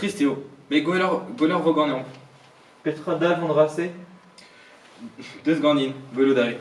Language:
Breton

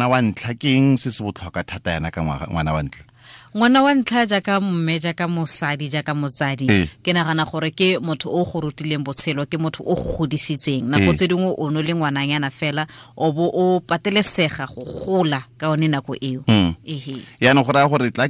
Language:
Tswana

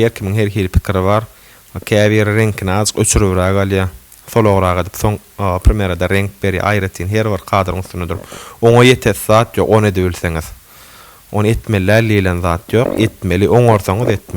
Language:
Turkmen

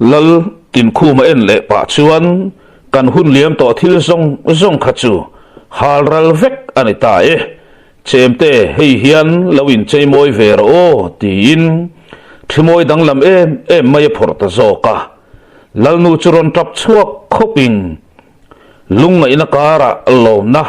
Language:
Mizo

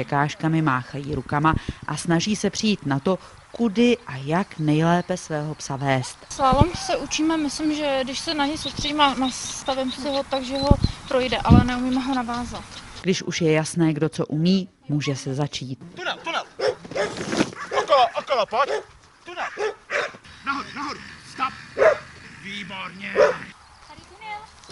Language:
Czech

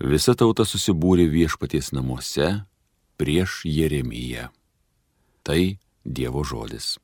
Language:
Lithuanian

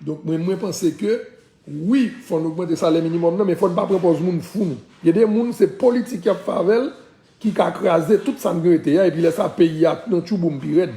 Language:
Haitian Creole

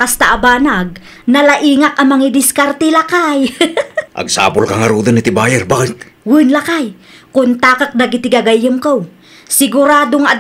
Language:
Iloko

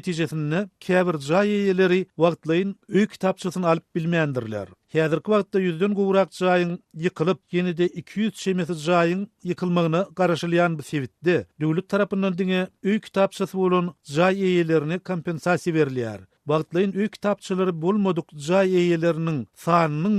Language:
Turkmen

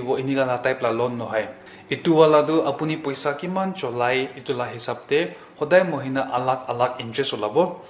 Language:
Naga Pidgin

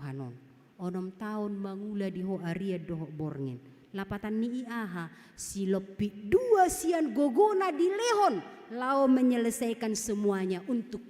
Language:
Batak Toba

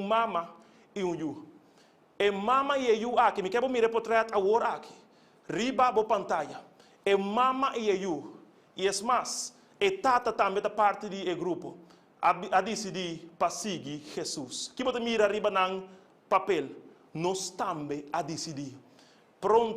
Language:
Papiamento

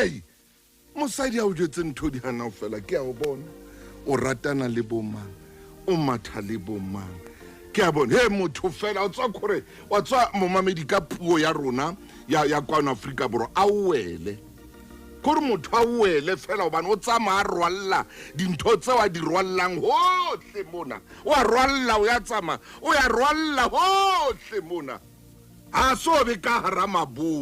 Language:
Southern Sotho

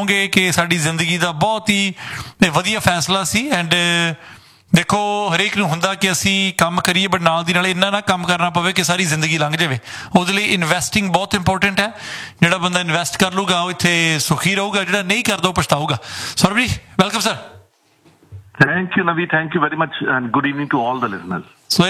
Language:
Punjabi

